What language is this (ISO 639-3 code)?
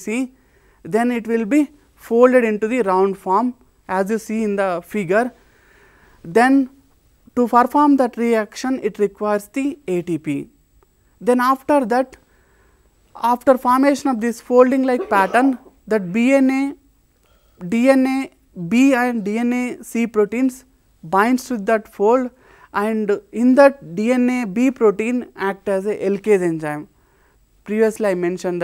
eng